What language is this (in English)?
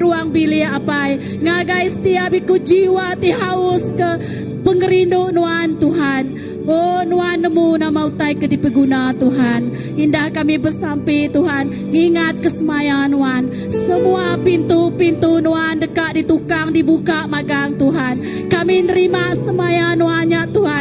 Iban